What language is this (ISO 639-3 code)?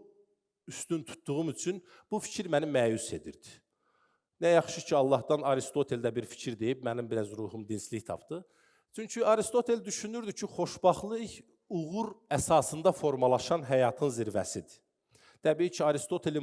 aze